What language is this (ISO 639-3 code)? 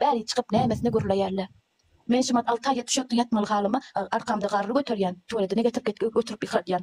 tuk